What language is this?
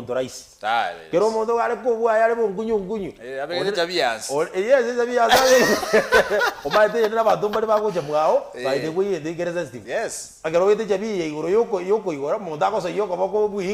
Gusii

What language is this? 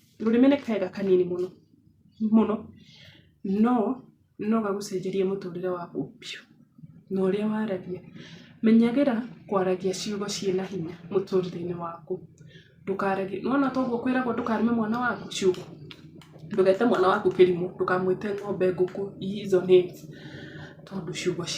Kikuyu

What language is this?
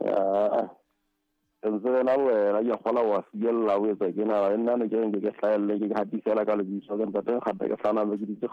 Southern Sotho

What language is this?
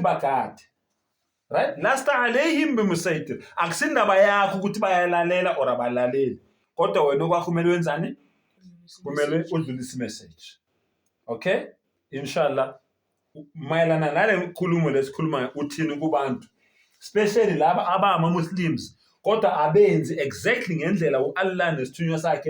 Zulu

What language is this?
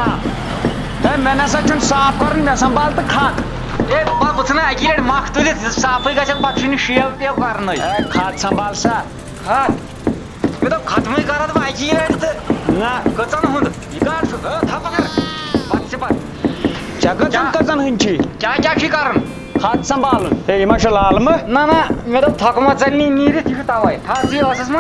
Kashmiri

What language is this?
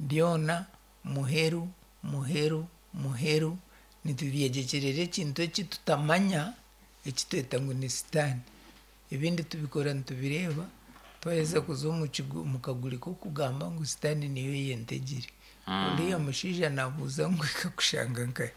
Nyankole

